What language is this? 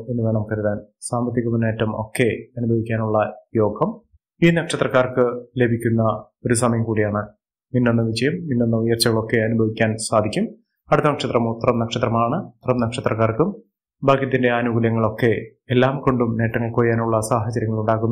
Malayalam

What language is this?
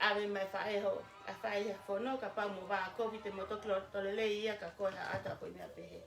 Tongan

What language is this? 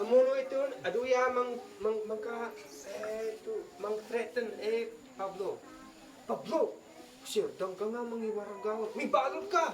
Isnag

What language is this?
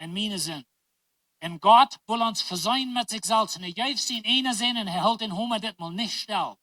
Plautdietsch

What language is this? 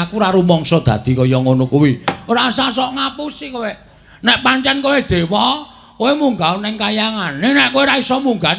Javanese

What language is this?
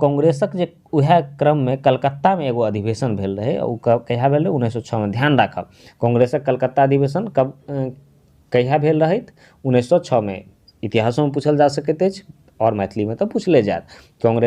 Maithili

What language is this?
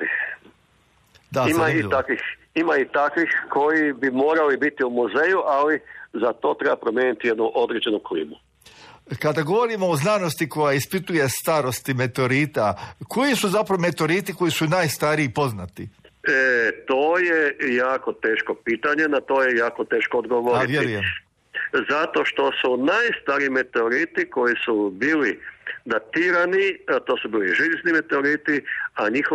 Croatian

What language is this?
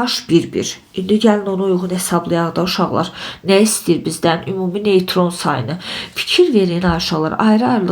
Azerbaijani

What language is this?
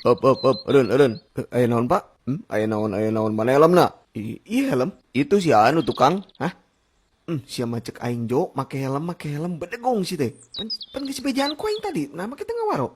Sundanese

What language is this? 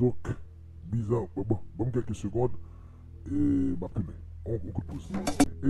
Haitian Creole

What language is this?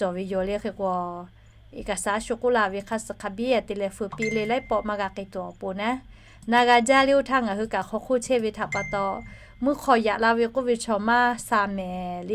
Lahu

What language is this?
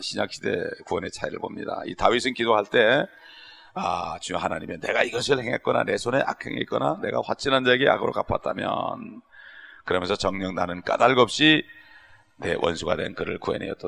Korean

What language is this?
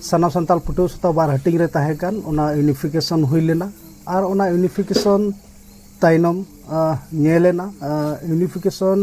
Santali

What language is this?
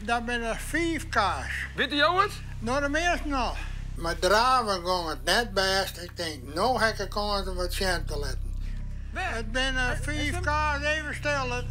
Western Frisian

